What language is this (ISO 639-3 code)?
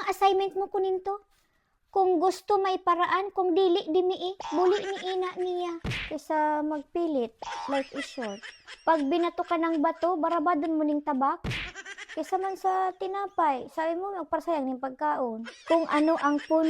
bik